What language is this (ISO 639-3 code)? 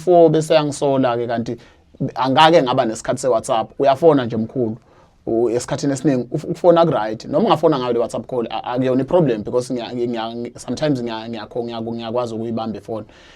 zul